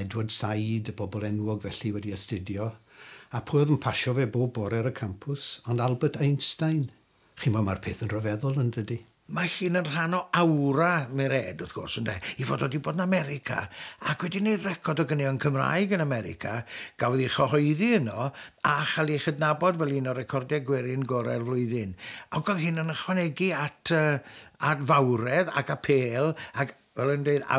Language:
Welsh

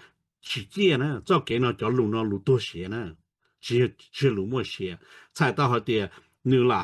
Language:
Hmong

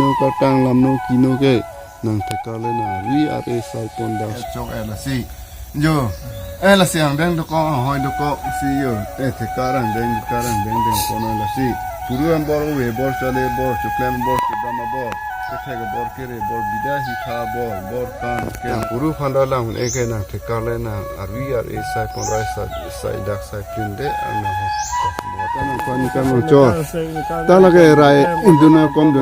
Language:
Karbi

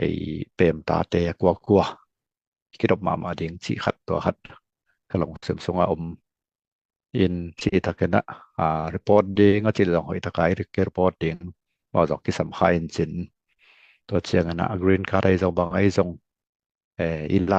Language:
Tedim Chin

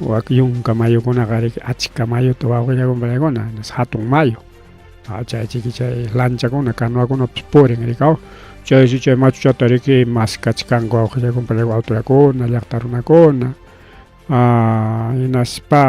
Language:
Ayacucho Quechua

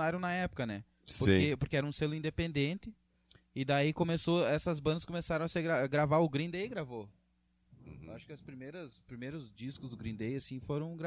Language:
Portuguese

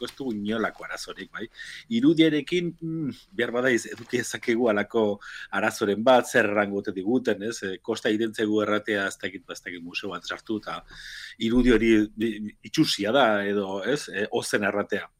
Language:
Basque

